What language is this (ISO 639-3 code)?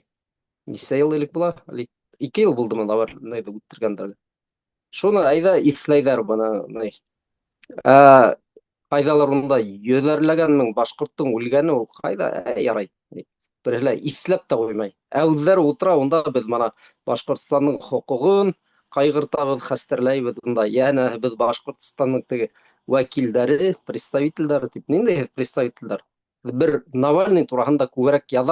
bak